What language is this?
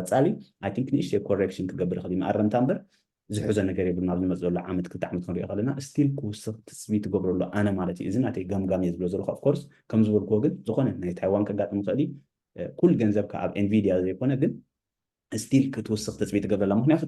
Tigrinya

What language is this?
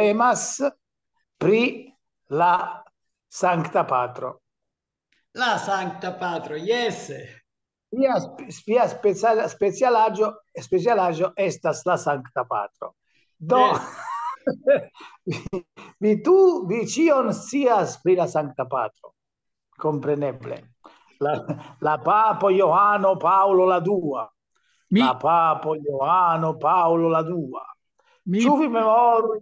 Esperanto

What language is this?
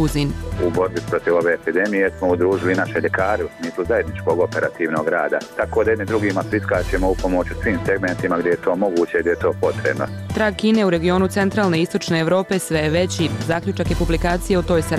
Bosnian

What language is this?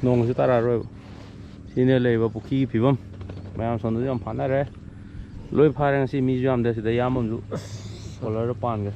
Manipuri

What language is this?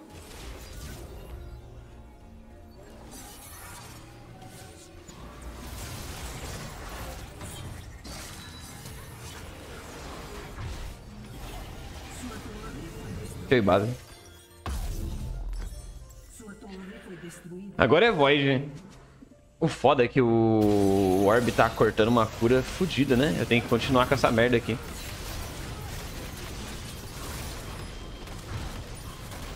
Portuguese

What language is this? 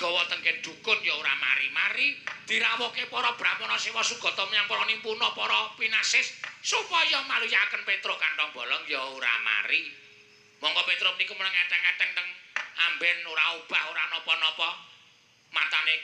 Javanese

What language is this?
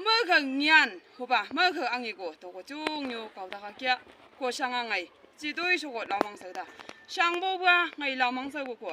Chang Naga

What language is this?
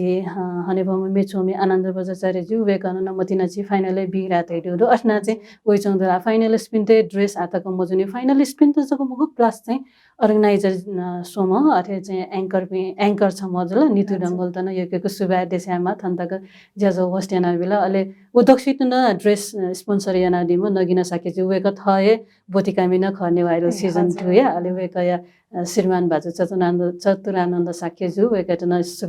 Newari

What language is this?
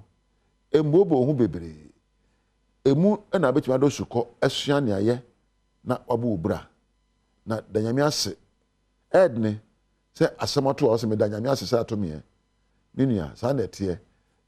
Akan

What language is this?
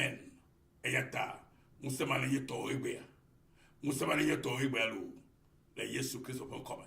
Ewe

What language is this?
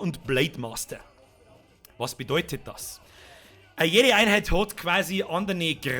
Bavarian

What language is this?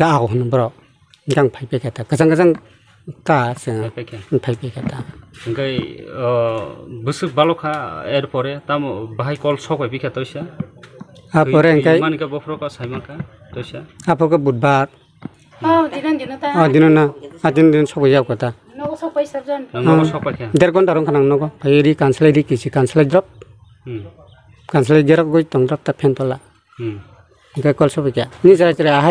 Kok Borok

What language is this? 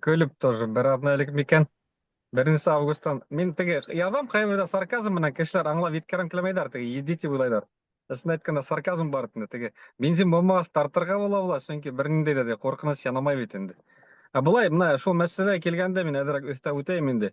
Bashkir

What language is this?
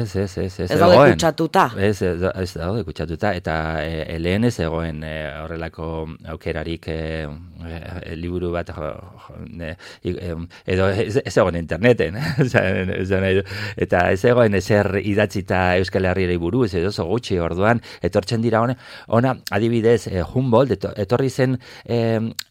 Basque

